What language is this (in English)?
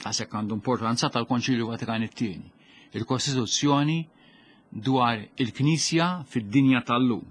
Maltese